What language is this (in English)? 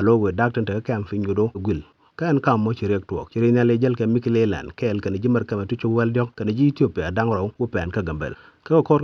Nuer